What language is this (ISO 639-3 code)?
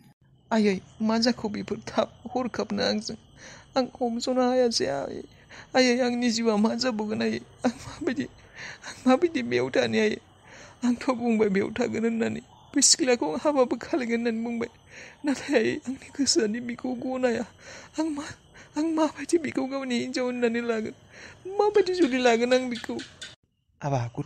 brx